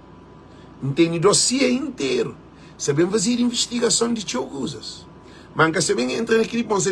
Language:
Kabuverdianu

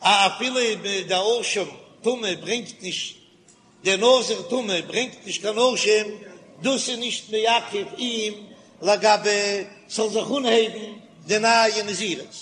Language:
Yiddish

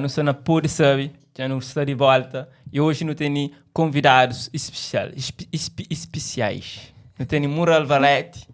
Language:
Kabuverdianu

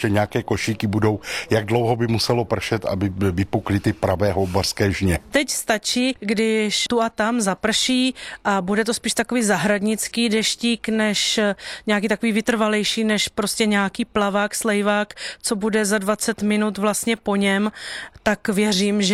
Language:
Czech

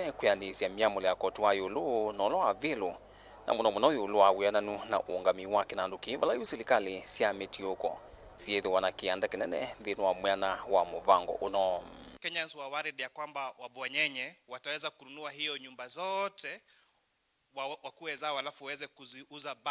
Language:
Kamba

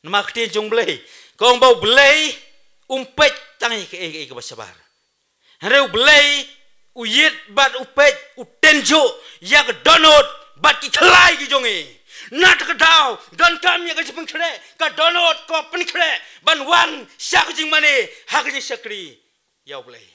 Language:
Khasi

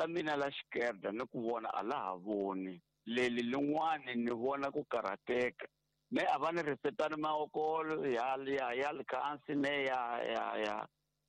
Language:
Tsonga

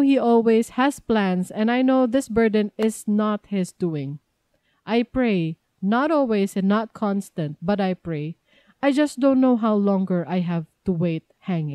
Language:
Cebuano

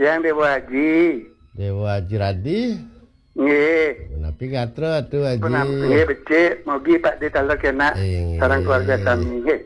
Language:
Balinese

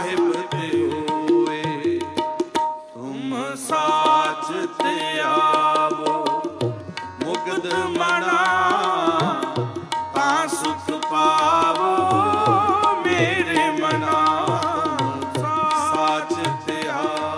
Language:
Punjabi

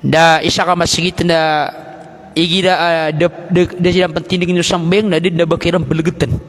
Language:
Maranao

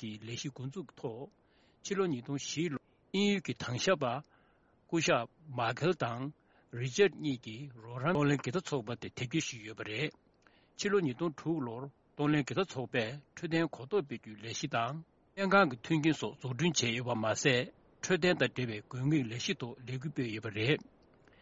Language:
Tibetan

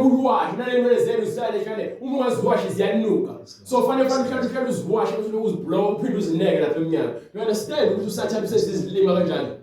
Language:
Zulu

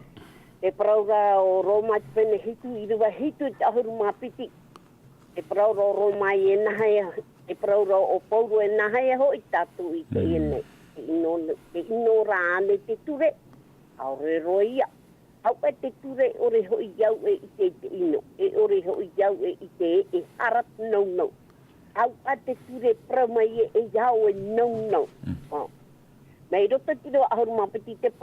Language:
Tahitian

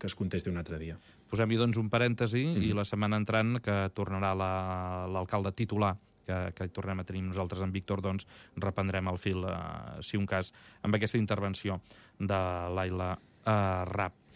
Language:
Catalan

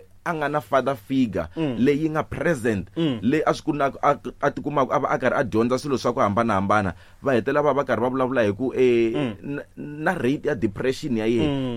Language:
Tsonga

